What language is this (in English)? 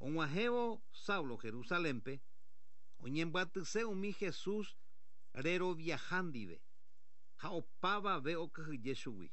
Guarani